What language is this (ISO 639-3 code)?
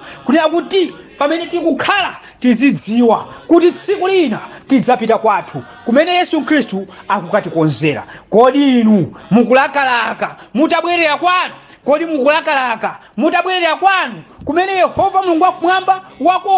nya